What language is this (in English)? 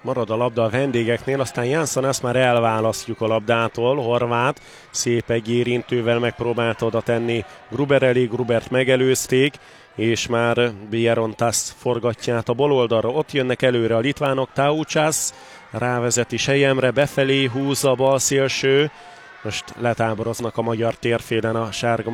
Hungarian